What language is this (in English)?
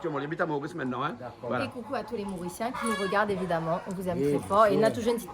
Réunion Creole French